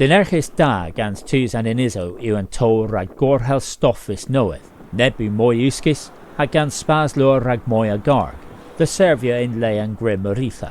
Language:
Cornish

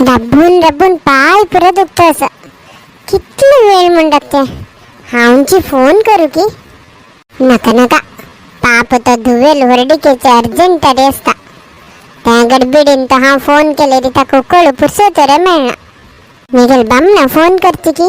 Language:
Konkani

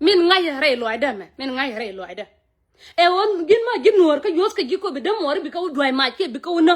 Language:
Nuer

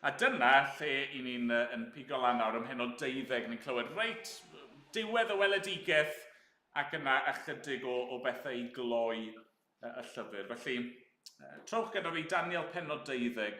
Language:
Welsh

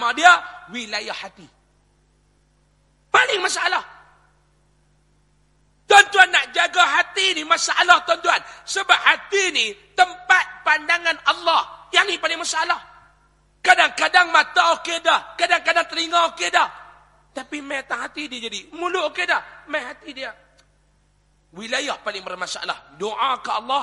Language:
Malay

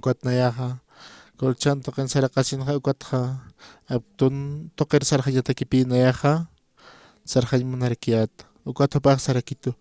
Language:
Aymara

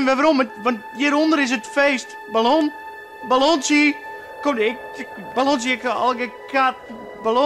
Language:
Western Frisian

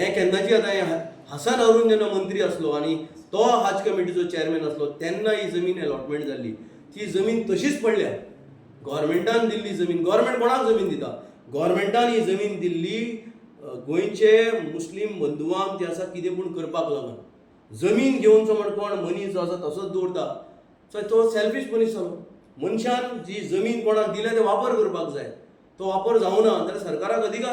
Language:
Konkani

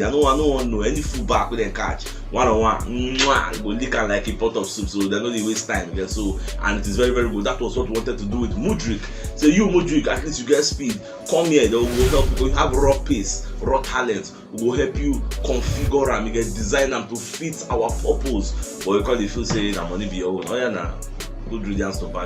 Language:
Nigerian Pidgin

